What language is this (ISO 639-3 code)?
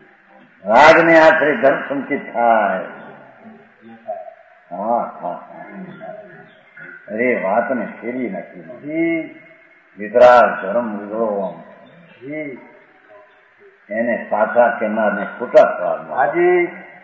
guj